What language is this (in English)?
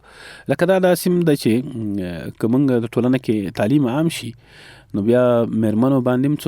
Pashto